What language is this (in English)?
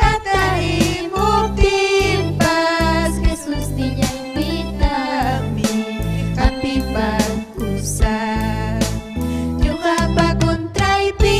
Ayacucho Quechua